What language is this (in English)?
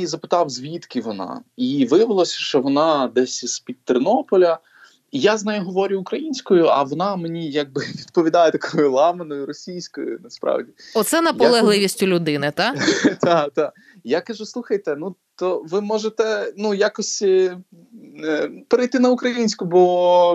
Ukrainian